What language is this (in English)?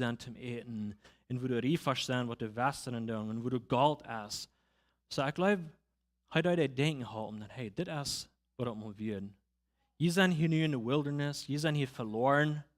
Plautdietsch